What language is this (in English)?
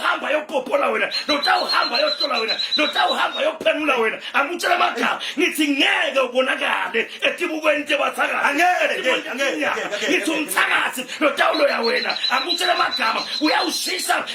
Zulu